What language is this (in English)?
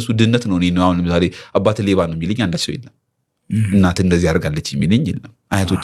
Amharic